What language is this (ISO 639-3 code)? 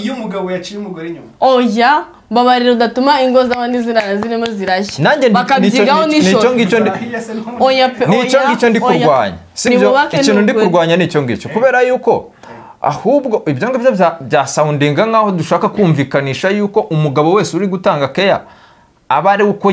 kin